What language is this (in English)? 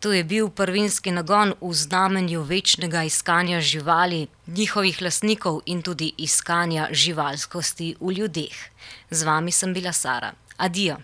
Slovenian